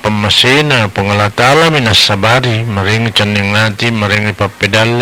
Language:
Buginese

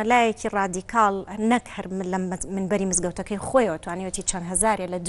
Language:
Central Kurdish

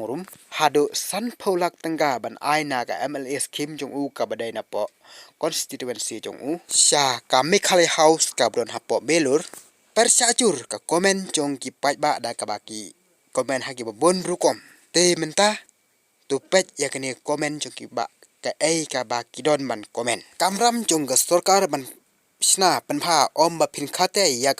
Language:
Khasi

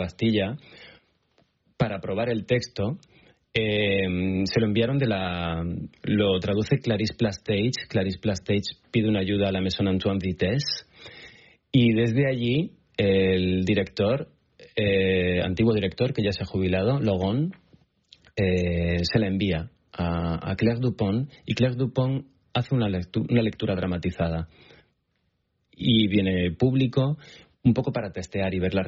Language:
Spanish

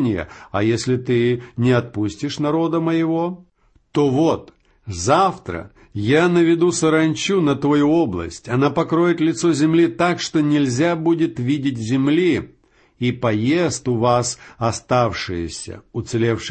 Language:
Russian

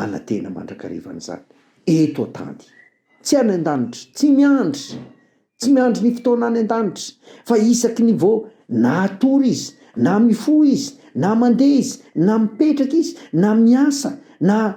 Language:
Malagasy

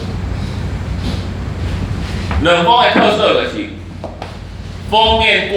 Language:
Min Nan Chinese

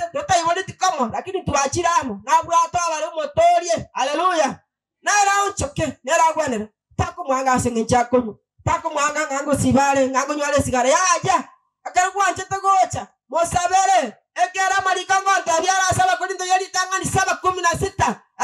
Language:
Gusii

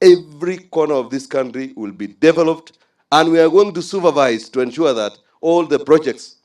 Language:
Gusii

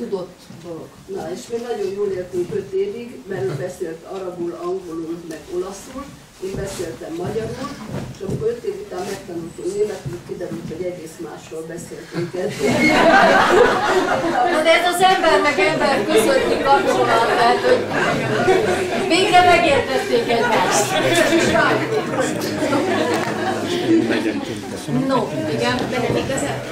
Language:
Hungarian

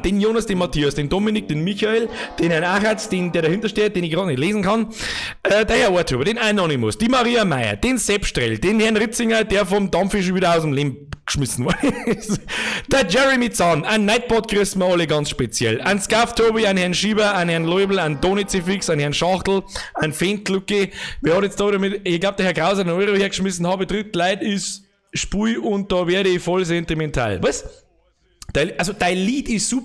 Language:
Bavarian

